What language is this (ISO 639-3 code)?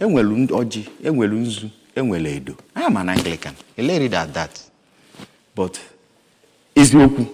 ibo